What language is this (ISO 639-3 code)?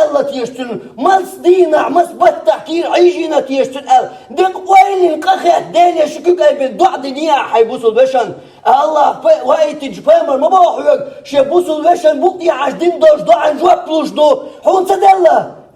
che